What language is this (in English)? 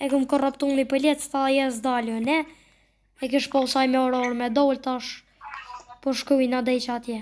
Albanian